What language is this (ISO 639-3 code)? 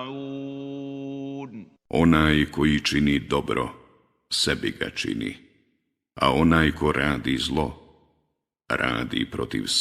bos